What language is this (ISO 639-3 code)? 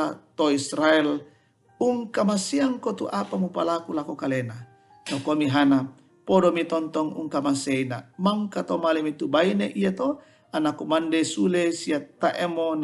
sda